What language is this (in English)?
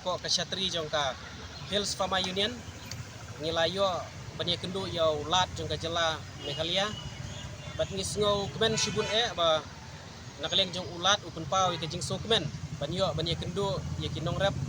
Khasi